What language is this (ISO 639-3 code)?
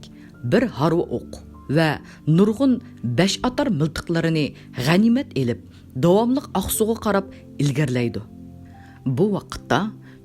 uig